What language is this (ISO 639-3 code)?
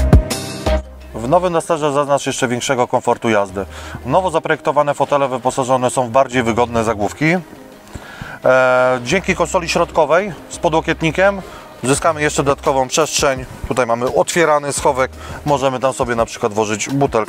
pol